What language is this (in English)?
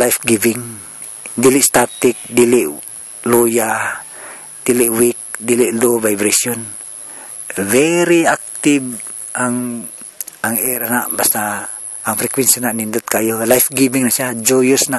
Cebuano